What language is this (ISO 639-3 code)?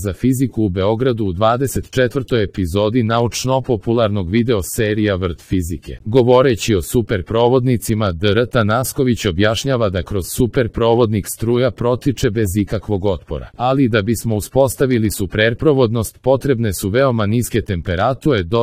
srp